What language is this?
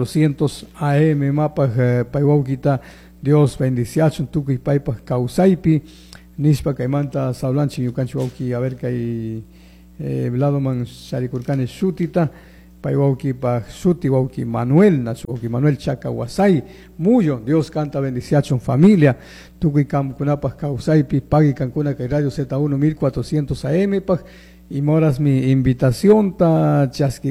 Chimborazo Highland Quichua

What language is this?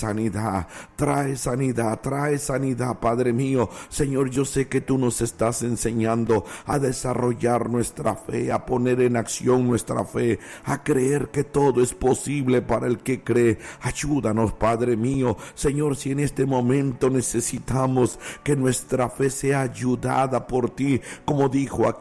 Spanish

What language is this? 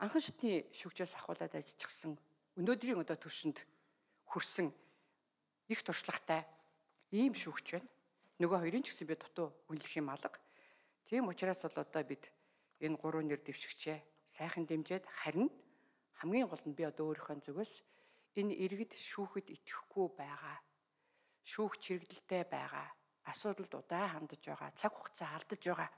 Mongolian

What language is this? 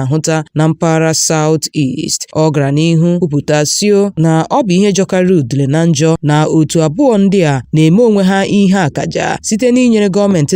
Igbo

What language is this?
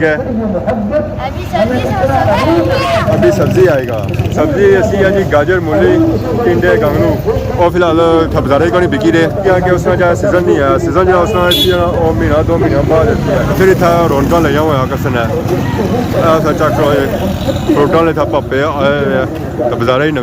Pahari-Potwari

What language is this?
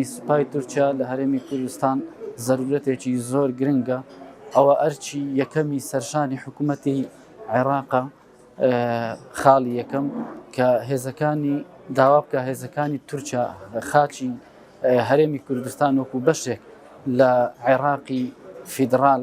Central Kurdish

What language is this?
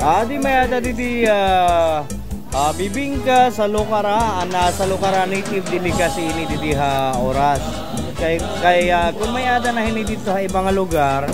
Waray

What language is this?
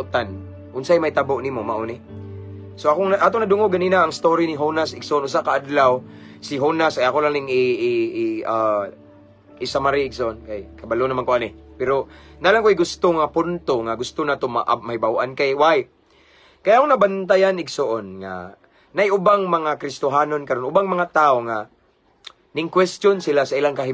Cebuano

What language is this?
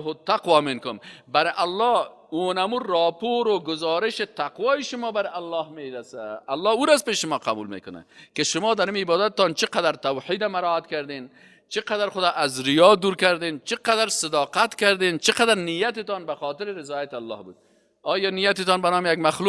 Persian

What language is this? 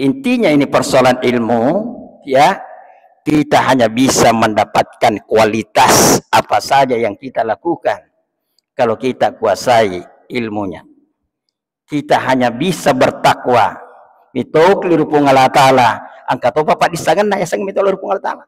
Buginese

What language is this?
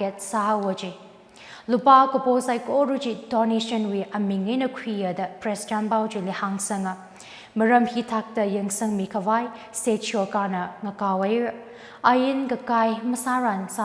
Tangkhul Naga (India)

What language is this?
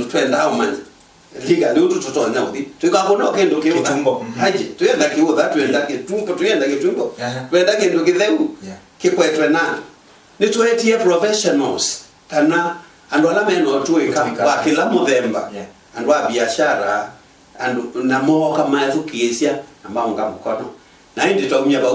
Kamba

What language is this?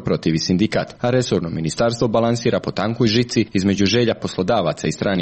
Croatian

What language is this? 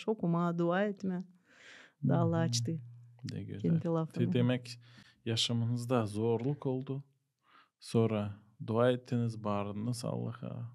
Gagauz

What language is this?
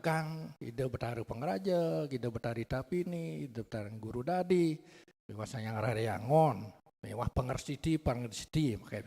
Balinese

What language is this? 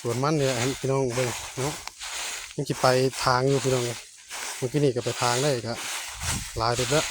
Northeastern Thai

